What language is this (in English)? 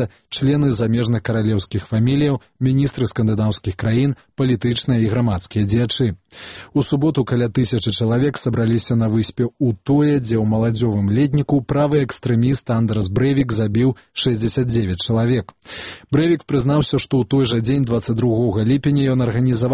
Belarusian